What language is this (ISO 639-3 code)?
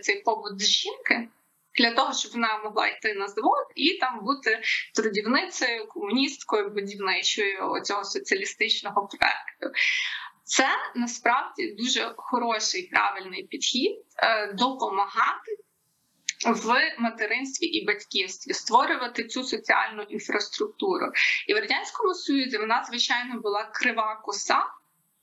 ukr